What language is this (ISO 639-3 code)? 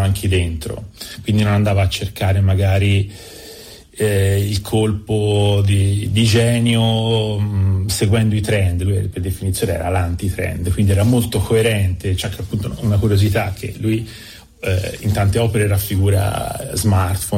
ita